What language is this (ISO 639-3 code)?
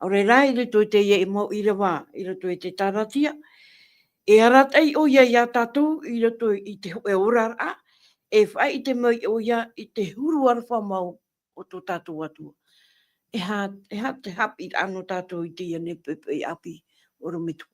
tah